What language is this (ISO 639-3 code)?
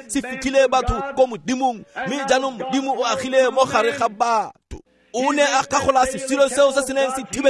tsn